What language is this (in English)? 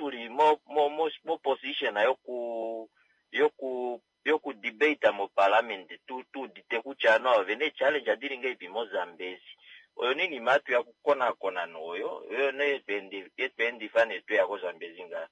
Kuanyama